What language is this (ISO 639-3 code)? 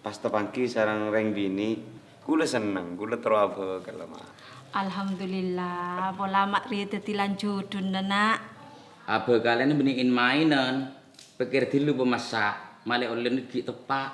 mad